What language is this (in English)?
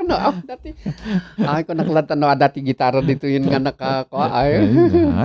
Iloko